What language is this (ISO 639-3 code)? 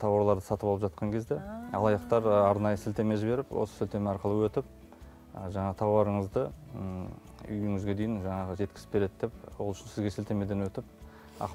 kaz